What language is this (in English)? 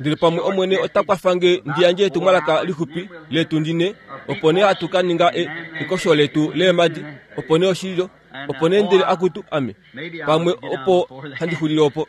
Kuanyama